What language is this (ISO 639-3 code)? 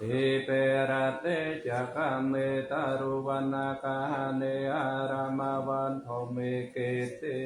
pli